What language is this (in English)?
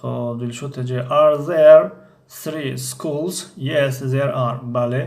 Tajik